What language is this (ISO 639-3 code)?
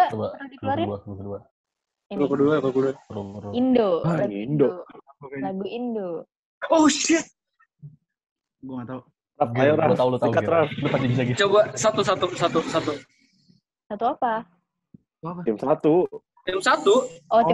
ind